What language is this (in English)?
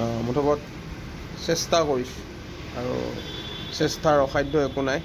Assamese